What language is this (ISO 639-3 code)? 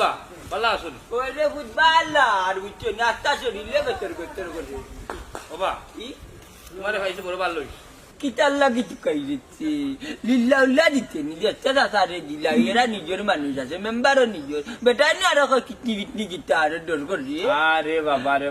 syl